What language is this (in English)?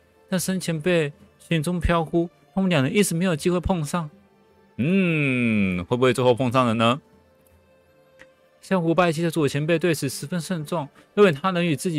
Chinese